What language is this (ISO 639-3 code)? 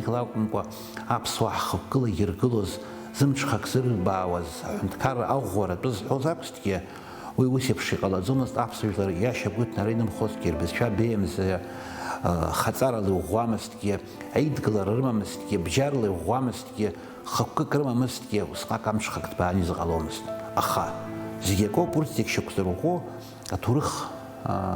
abk